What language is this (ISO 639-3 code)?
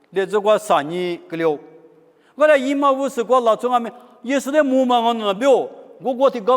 lis